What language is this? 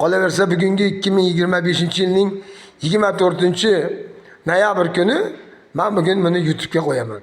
Uzbek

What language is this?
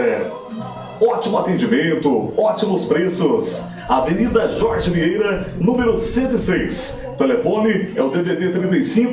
Portuguese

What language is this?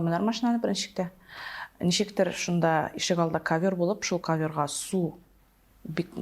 Tatar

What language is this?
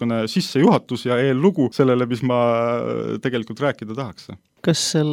Estonian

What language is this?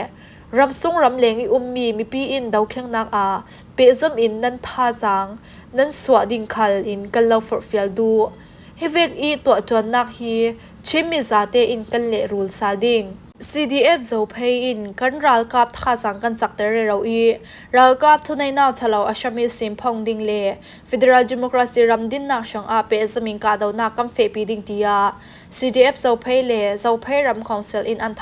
Falam Chin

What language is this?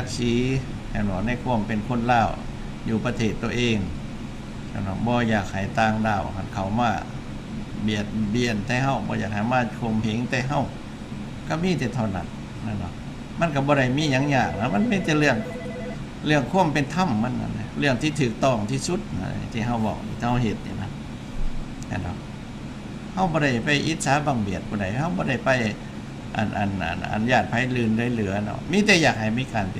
Lao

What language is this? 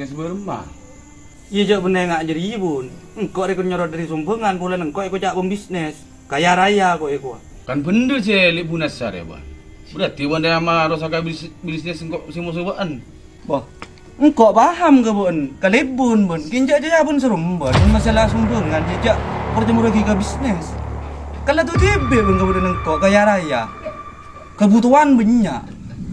Madurese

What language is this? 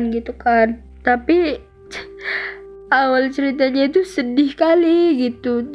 Indonesian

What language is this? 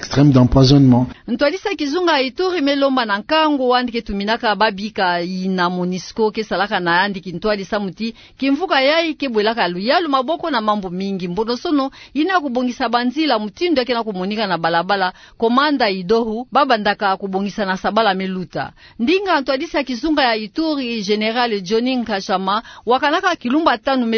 Kituba (Democratic Republic of Congo)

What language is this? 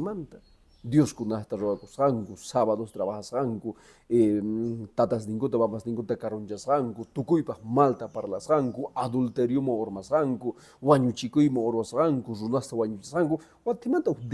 Quechua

